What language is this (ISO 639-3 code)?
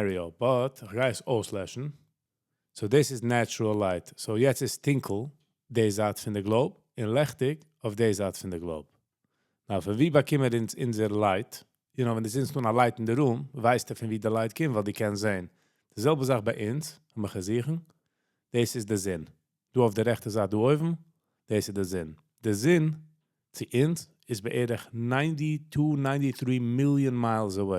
yid